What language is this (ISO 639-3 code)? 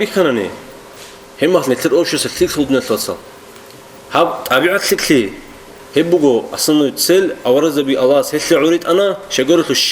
ava